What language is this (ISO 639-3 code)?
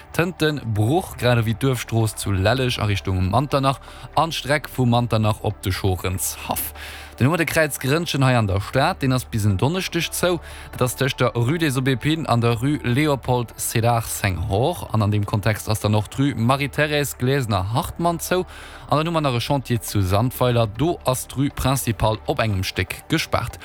ltz